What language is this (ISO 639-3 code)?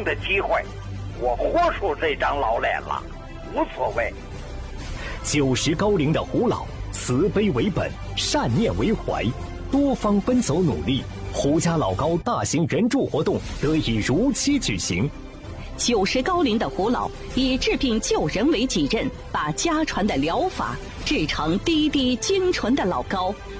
zho